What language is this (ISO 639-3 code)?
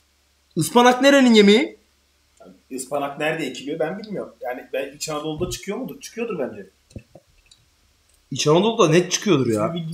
tur